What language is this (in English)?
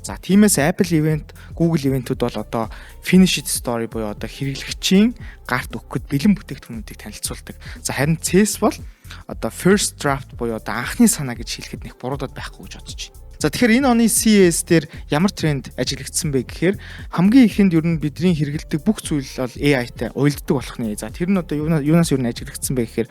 Mongolian